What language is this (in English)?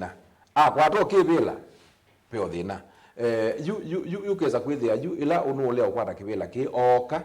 Kamba